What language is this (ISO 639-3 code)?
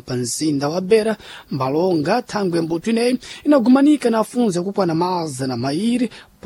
seh